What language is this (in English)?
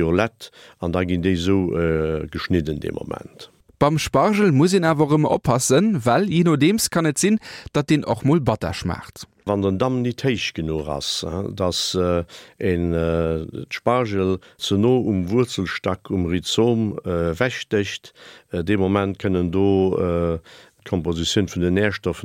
Luxembourgish